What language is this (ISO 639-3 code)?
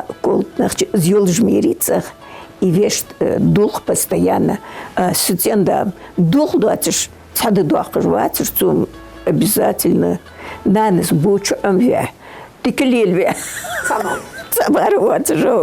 inh